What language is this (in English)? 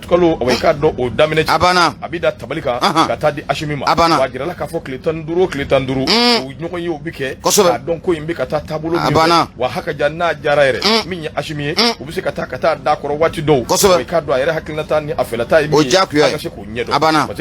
Bambara